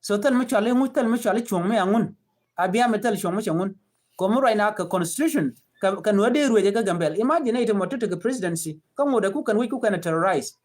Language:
Nuer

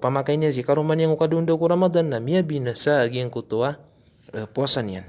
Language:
Maranao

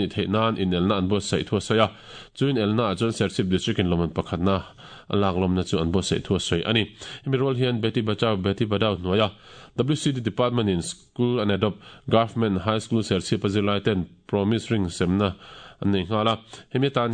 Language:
Mizo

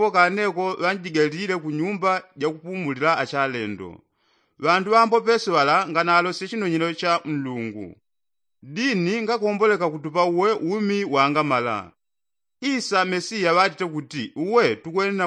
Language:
Yao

